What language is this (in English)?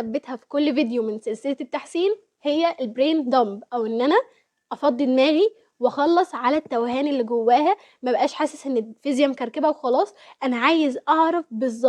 Egyptian Arabic